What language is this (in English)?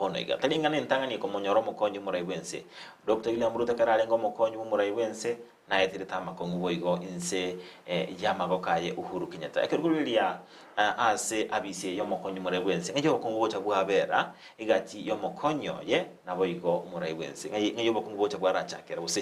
Gusii